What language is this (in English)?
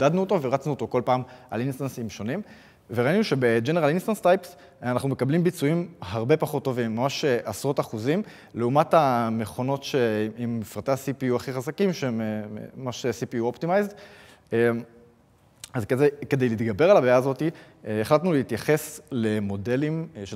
Hebrew